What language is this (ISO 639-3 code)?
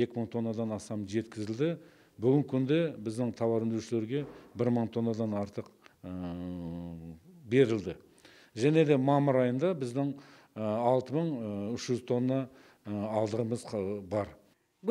kaz